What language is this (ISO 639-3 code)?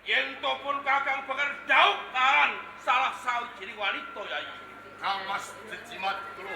jav